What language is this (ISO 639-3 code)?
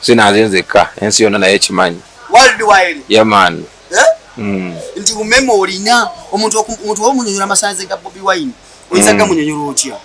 lug